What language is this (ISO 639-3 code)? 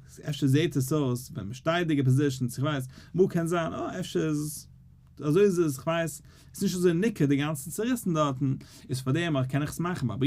yid